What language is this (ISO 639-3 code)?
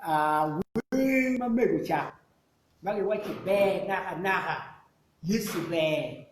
ach